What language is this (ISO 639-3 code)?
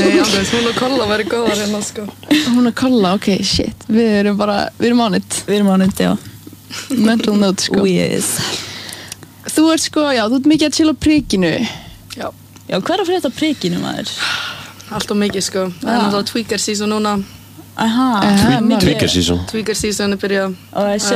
isl